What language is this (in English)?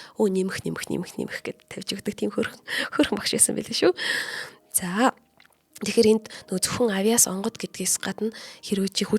Mongolian